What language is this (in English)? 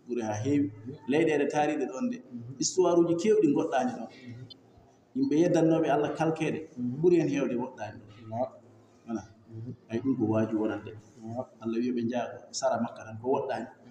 Fula